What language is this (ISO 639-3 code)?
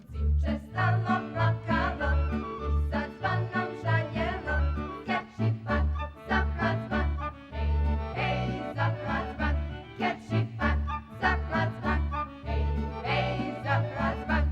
rue